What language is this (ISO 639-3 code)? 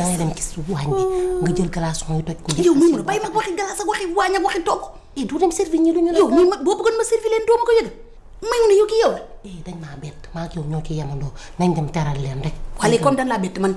wol